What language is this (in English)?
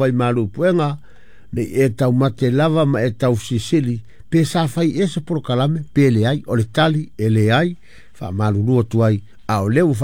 Samoan